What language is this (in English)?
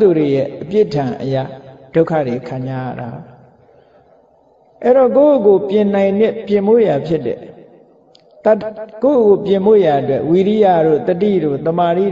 Burmese